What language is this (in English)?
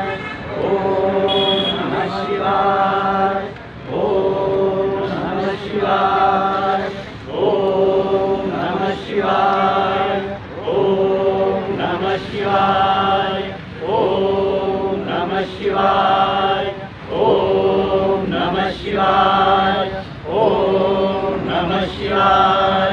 Marathi